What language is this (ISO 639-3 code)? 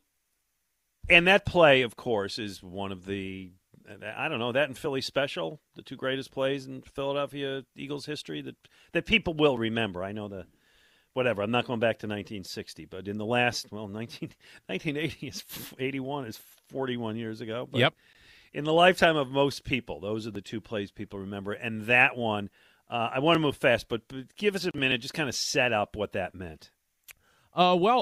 eng